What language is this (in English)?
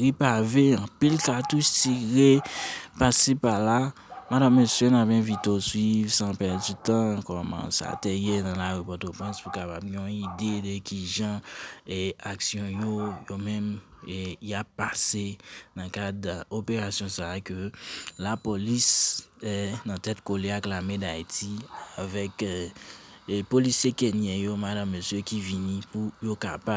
Haitian Creole